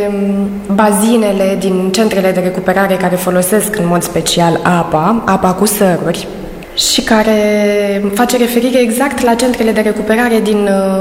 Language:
Romanian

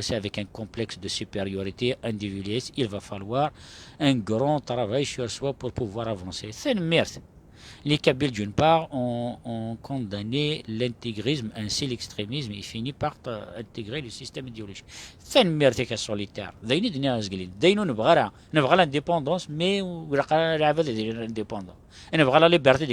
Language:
Kabyle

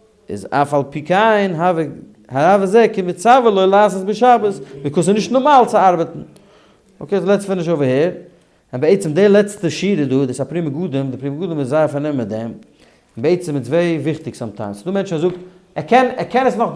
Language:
Yiddish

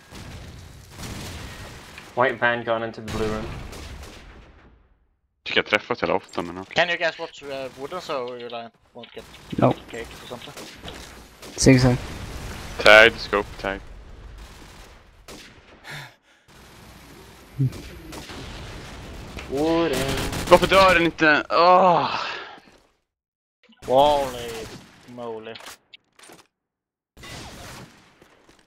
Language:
Swedish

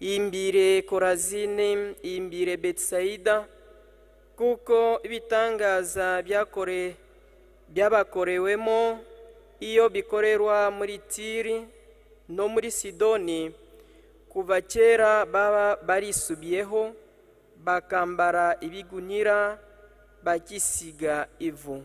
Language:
Kinyarwanda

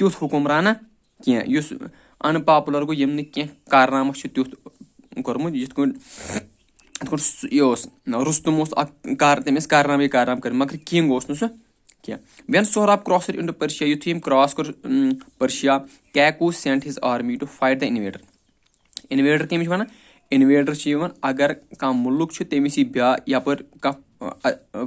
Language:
Kashmiri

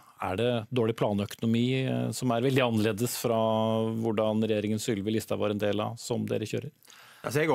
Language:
Norwegian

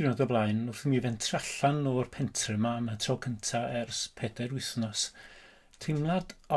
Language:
Welsh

